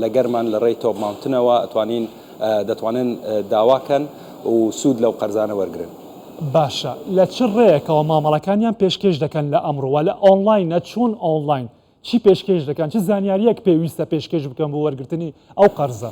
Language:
Central Kurdish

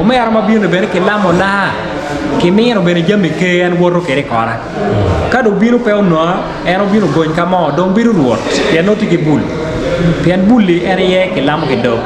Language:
Acoli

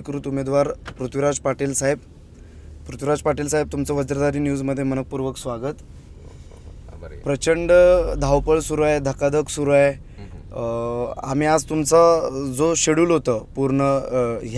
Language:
Marathi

